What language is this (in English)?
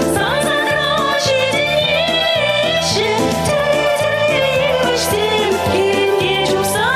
Chuvash